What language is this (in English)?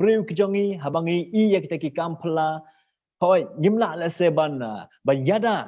Khasi